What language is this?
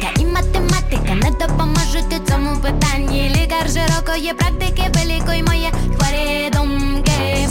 Ukrainian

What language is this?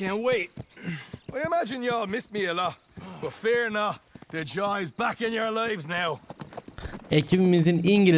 Turkish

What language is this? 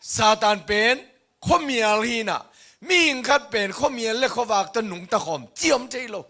Tedim Chin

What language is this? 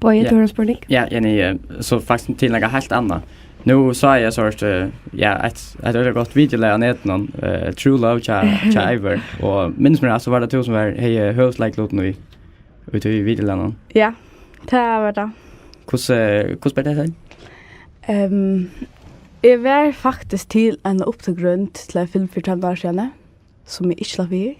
Faroese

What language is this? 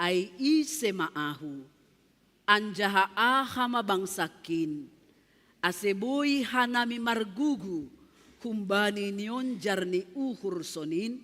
Batak Simalungun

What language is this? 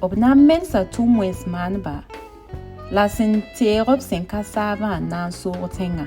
Mossi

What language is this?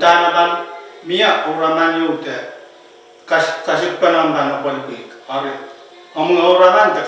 Pohnpeian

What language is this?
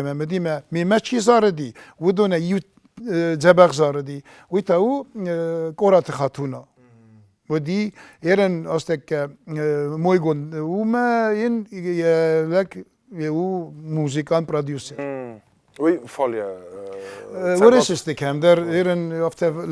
Ossetic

